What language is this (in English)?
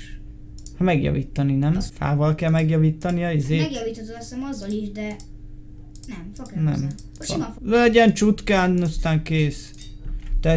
Hungarian